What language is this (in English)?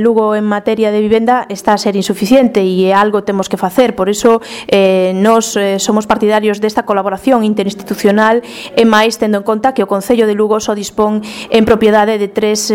Galician